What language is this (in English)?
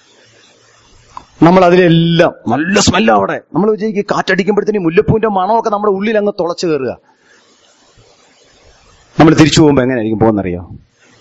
Malayalam